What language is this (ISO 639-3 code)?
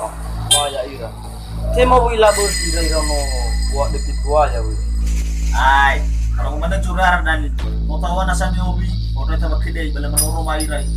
nia